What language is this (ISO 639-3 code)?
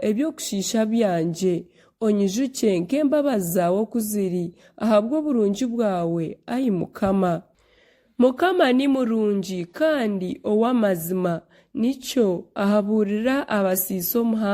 nyn